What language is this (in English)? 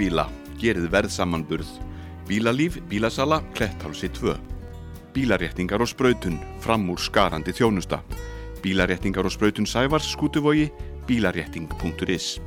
Icelandic